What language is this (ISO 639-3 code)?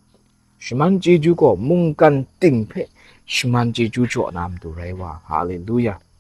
kac